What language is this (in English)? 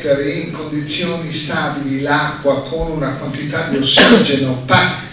Italian